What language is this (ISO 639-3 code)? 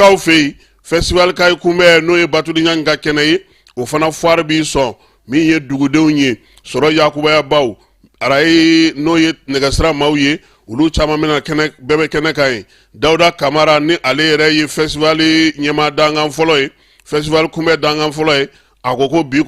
bam